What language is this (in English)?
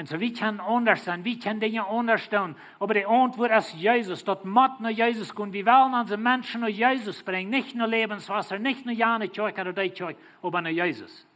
Plautdietsch